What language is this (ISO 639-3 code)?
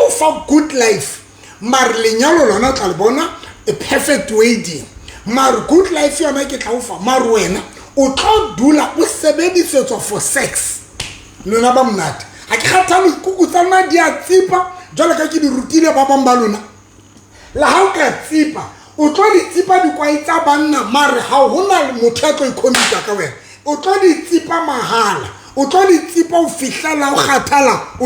sot